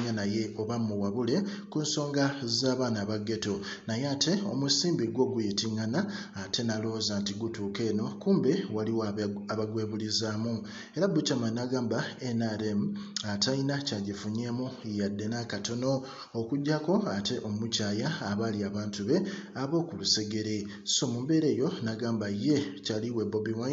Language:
Ganda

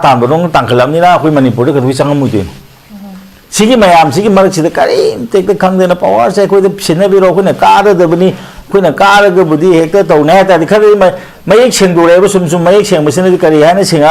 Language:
Manipuri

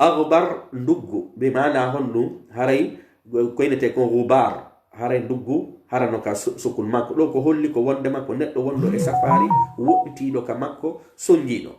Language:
Pular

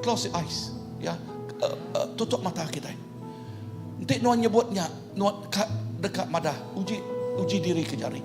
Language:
Iban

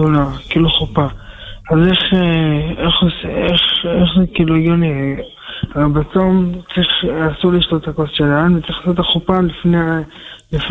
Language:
Hebrew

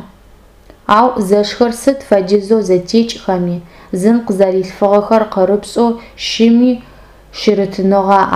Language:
Adyghe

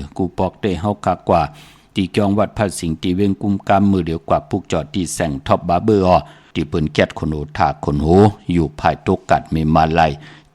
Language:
Shan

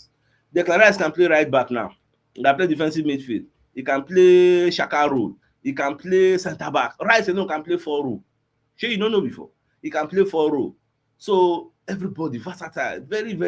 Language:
Nigerian Pidgin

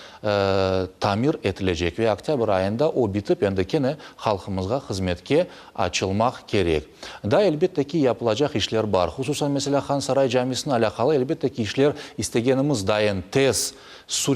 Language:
Crimean Tatar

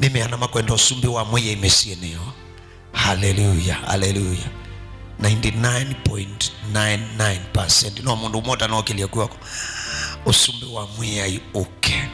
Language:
Kamba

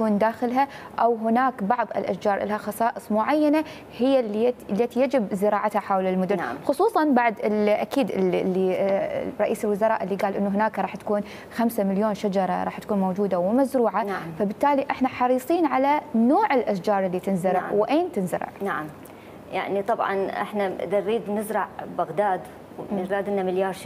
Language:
Mesopotamian Arabic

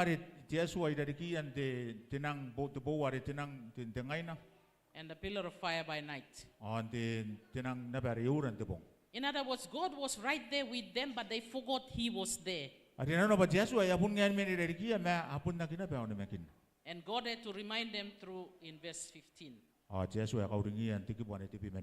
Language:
Gilbertese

